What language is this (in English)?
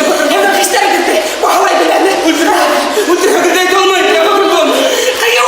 Bashkir